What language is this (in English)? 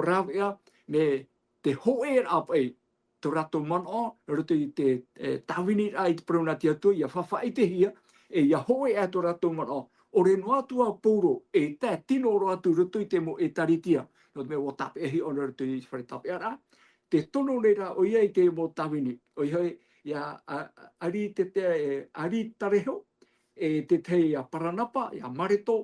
Tahitian